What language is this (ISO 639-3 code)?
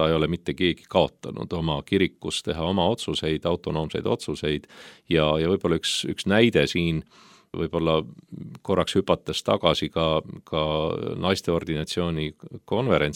est